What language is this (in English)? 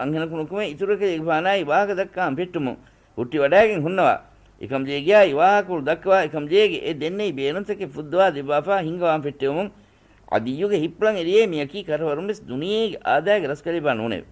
Divehi